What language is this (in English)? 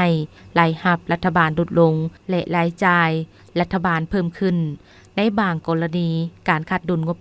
Lao